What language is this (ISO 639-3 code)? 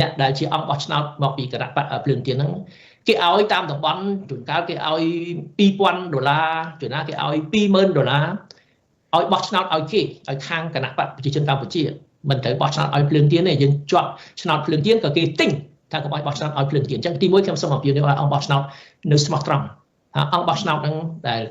khm